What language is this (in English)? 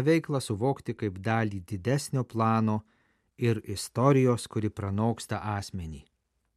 Lithuanian